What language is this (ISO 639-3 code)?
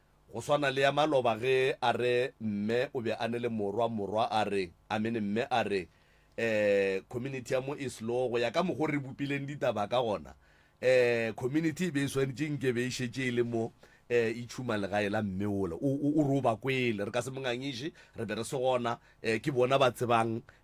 nso